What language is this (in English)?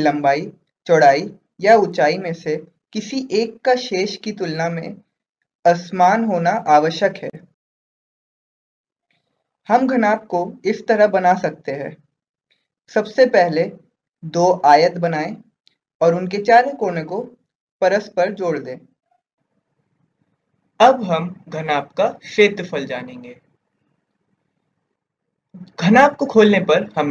Hindi